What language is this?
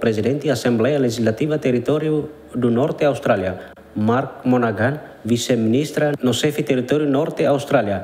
Tetum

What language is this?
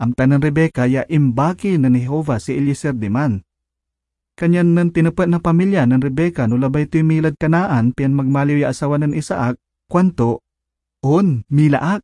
Pangasinan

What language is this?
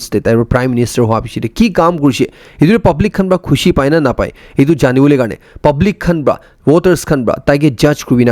Naga Pidgin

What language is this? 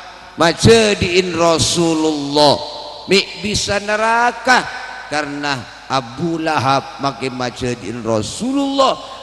Madurese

